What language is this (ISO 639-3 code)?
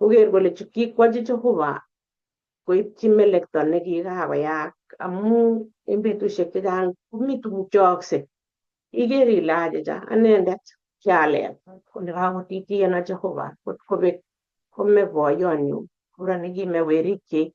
kln